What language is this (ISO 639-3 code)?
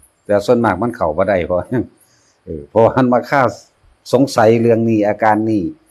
tts